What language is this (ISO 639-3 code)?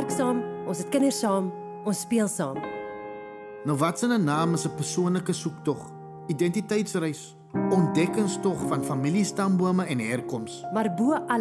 afr